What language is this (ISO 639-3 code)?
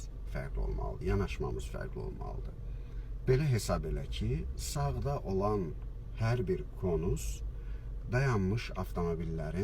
aze